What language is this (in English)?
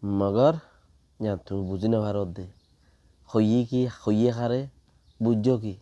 Rohingya